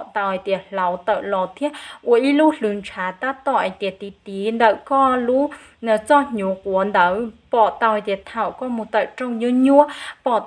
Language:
Hmong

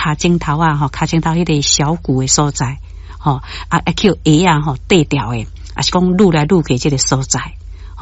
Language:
Min Nan Chinese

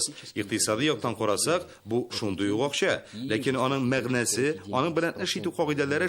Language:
Tatar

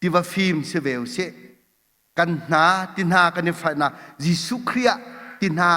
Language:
Hakha Chin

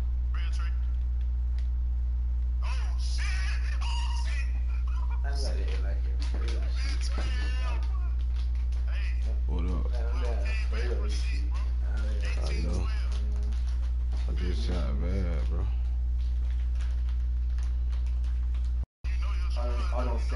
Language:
English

